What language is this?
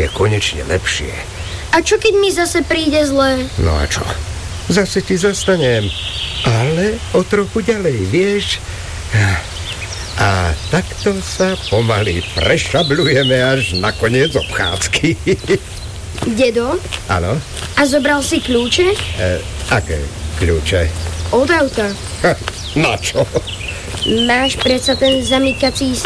Slovak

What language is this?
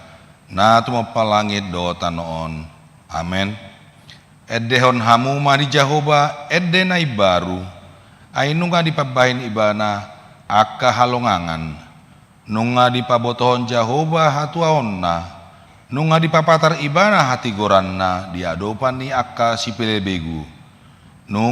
Batak Toba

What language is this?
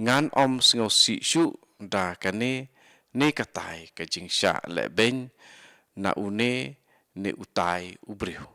Khasi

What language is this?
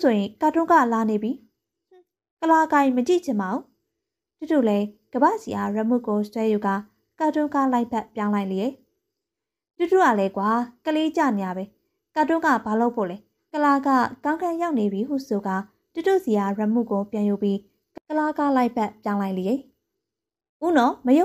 Burmese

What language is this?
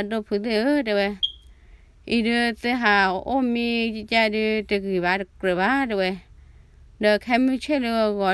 S'gaw Karen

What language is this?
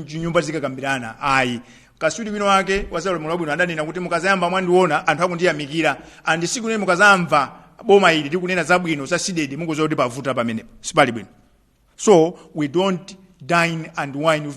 Nyanja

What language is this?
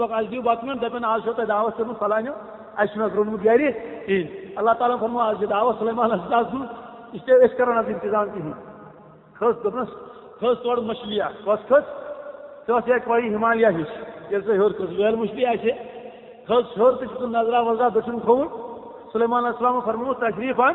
Kashmiri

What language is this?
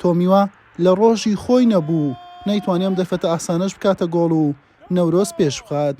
Central Kurdish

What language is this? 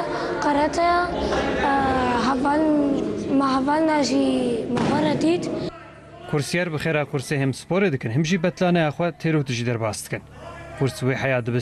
Kurdish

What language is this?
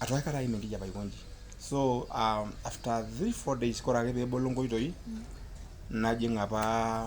Masai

